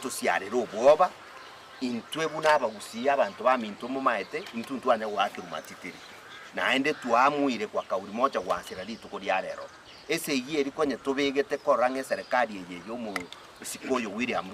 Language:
Gusii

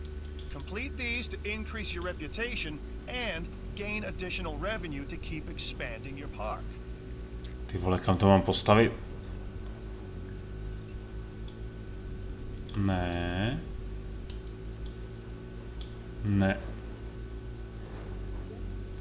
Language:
Czech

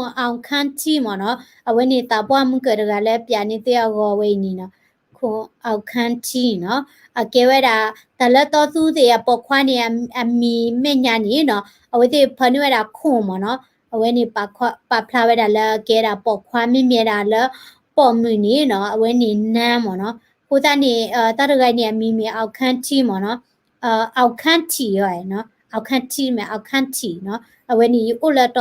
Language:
S'gaw Karen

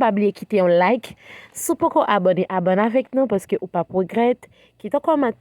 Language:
Haitian Creole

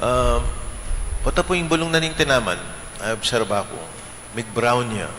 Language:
Pampanga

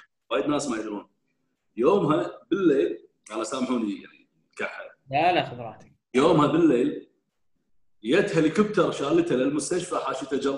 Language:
Gulf Arabic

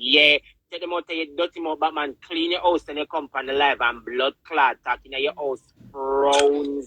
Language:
Jamaican Creole English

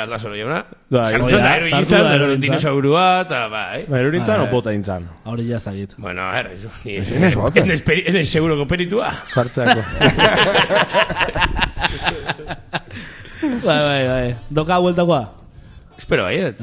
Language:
Basque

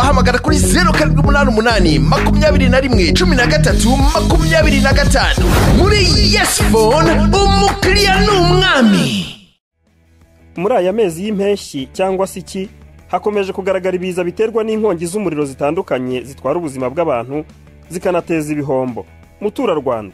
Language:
Kinyarwanda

